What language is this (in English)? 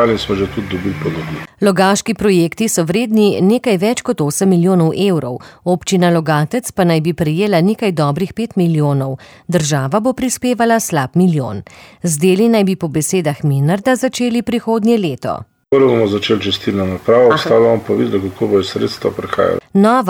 Slovenian